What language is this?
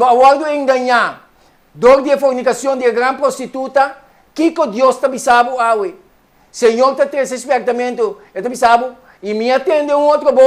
Papiamento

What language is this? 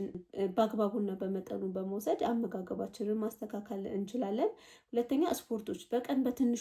Amharic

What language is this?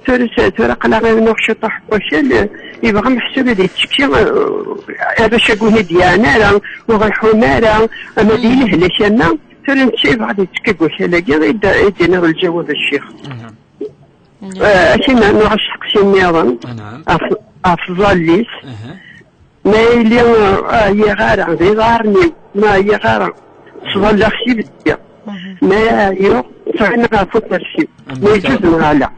Kabyle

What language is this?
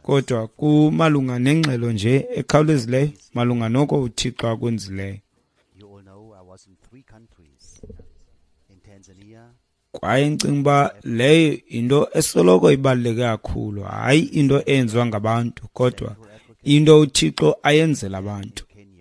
Xhosa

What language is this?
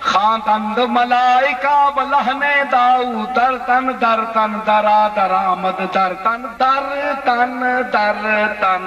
Saraiki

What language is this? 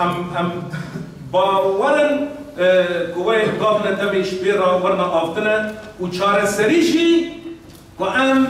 Kurdish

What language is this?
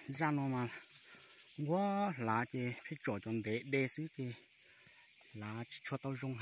Hmong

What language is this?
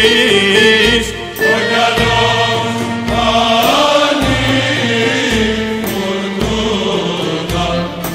Greek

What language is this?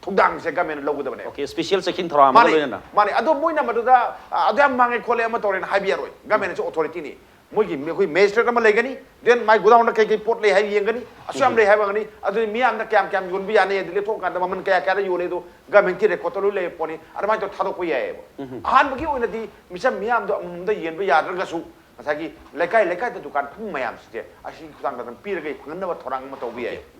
Manipuri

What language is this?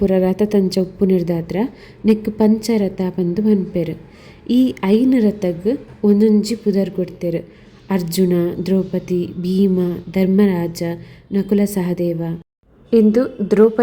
Tulu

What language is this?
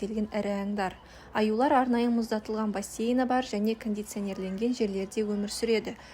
Kazakh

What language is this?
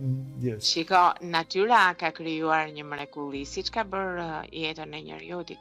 Albanian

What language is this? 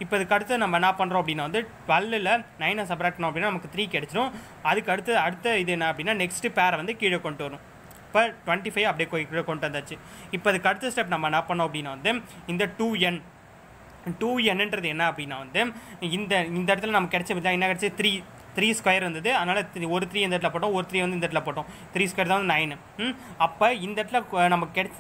Tamil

